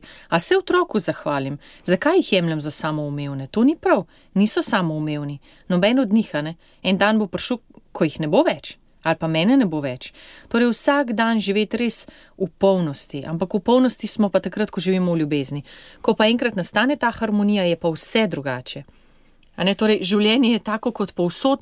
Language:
Slovenian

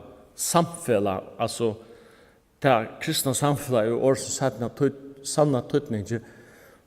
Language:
Faroese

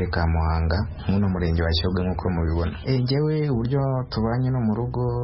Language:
Kinyarwanda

